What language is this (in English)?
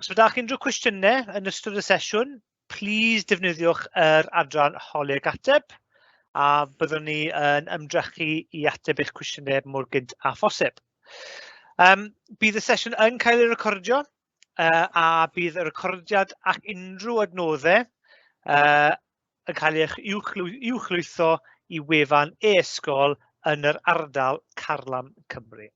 Welsh